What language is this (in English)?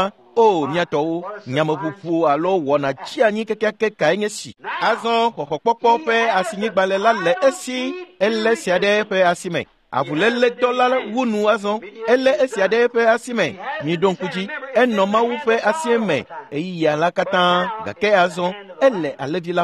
Ewe